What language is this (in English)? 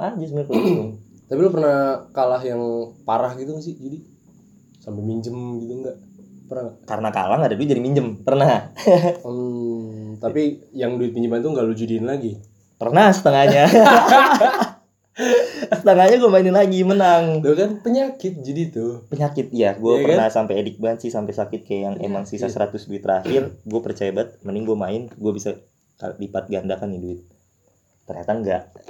Indonesian